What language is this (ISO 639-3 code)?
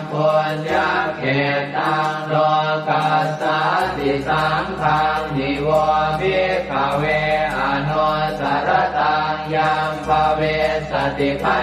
pli